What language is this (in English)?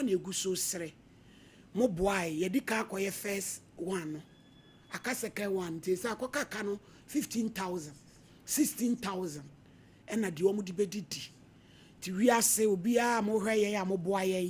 Akan